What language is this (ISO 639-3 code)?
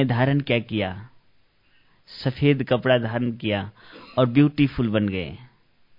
hin